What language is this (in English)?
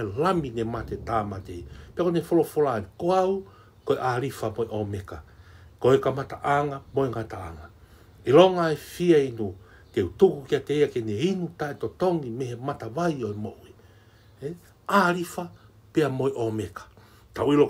Tongan